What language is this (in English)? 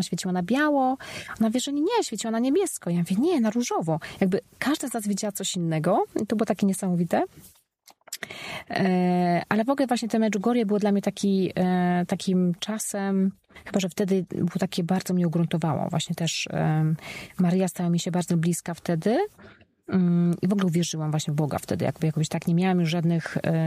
Polish